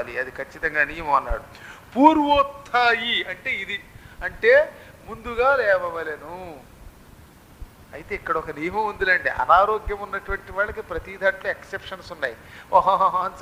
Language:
Telugu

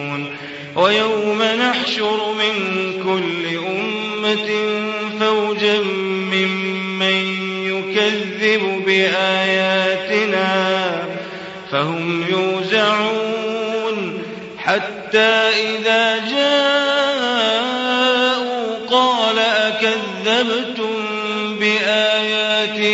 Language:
Arabic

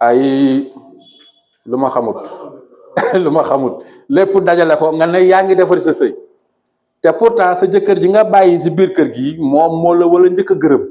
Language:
Wolof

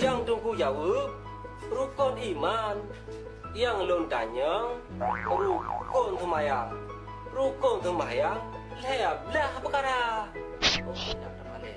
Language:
Achinese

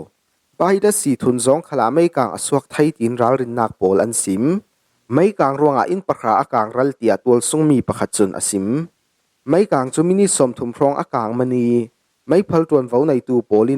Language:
Falam Chin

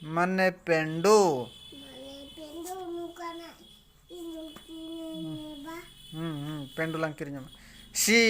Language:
Santali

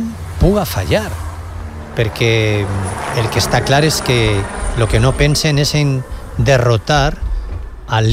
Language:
Catalan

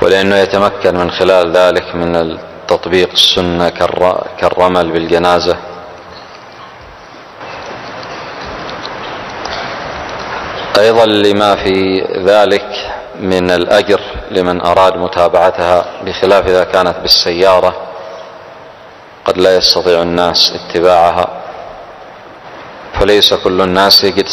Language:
Arabic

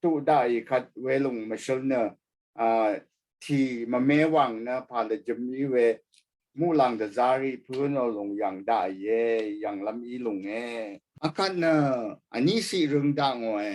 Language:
Rawang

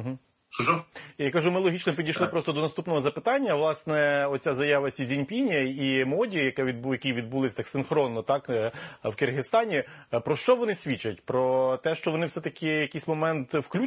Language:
Ukrainian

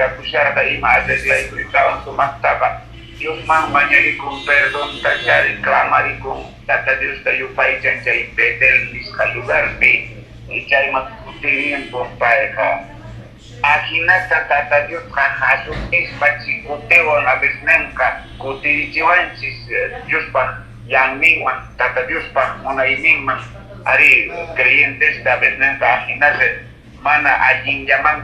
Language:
Quechua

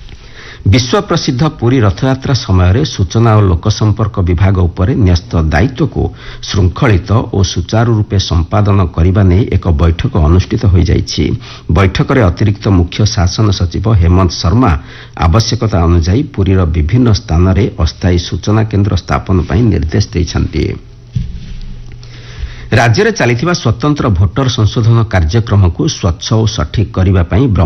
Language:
Odia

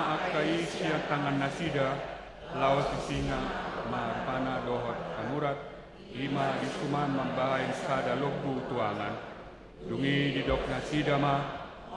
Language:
Batak Toba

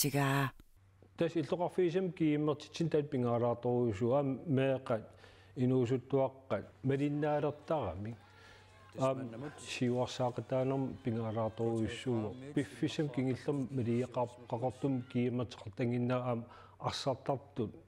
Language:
Kalaallisut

